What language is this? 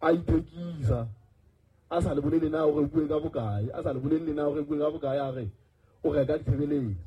Southern Sotho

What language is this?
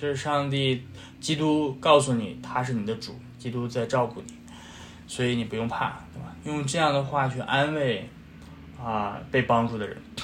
Chinese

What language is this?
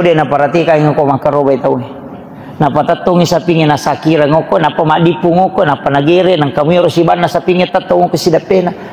Buginese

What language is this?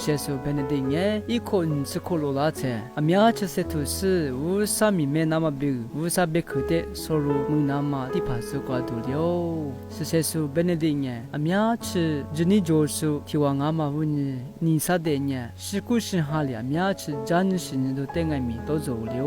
Lisu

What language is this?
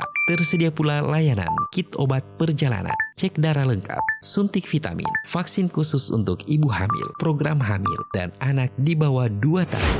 Indonesian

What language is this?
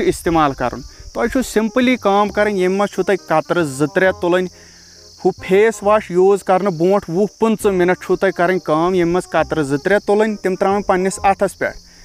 Kashmiri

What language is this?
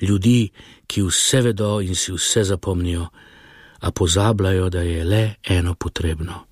Slovenian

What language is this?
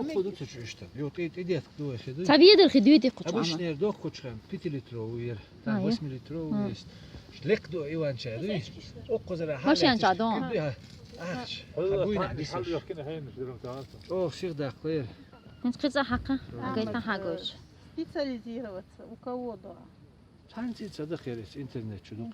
Chechen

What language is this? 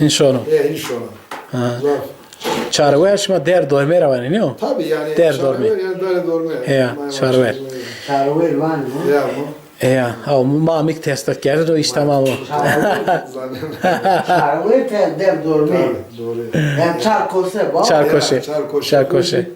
Zaza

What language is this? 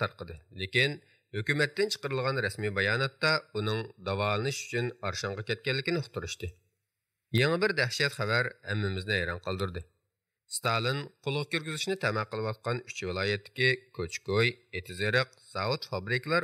Uyghur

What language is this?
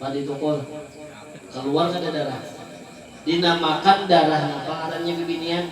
Banjar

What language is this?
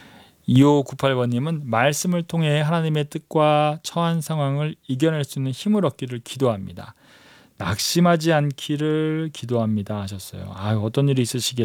Korean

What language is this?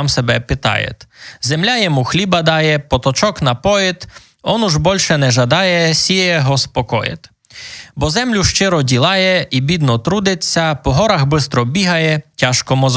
Rusyn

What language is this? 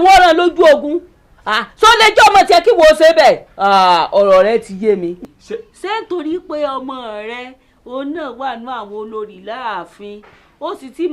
Yoruba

